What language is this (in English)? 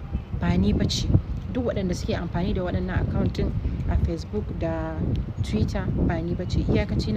Hausa